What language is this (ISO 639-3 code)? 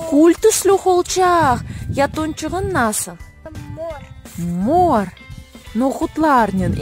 crh